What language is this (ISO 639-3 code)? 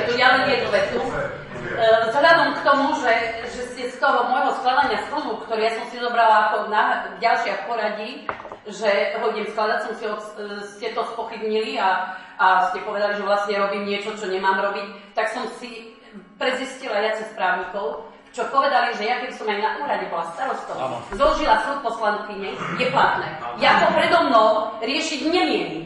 slk